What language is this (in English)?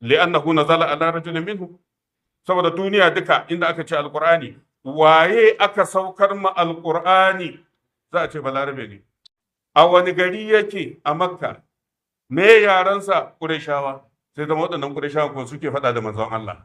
Hausa